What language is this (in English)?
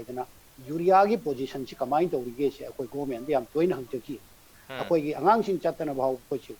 Manipuri